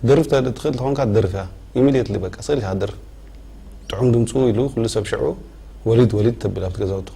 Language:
Tigrinya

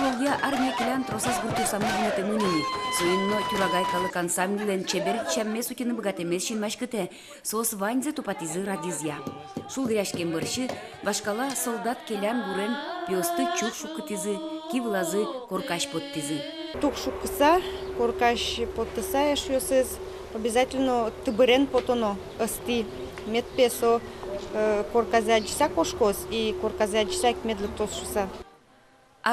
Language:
Udmurt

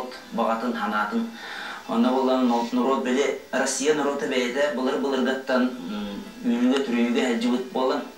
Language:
Yakut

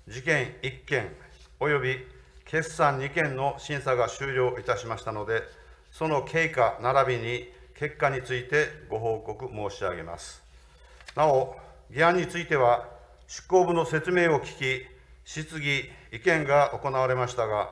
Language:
Japanese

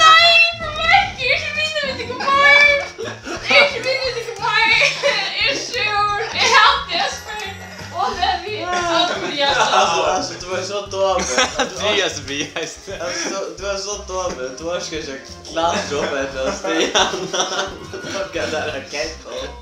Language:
Faroese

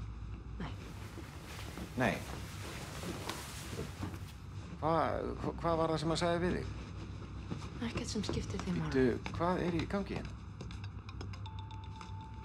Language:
Icelandic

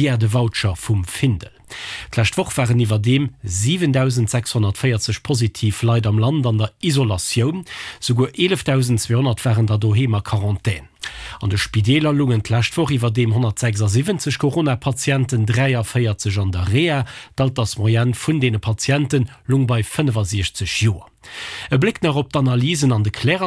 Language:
Luxembourgish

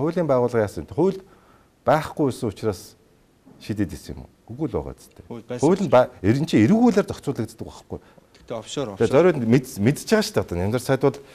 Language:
Mongolian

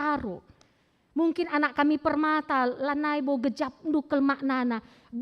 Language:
Batak Karo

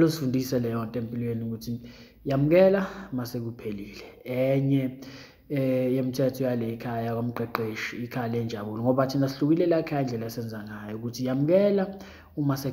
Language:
Zulu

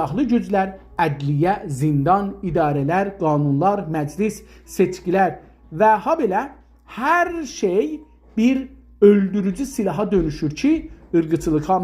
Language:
South Azerbaijani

